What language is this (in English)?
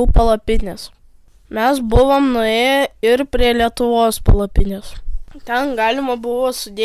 Lithuanian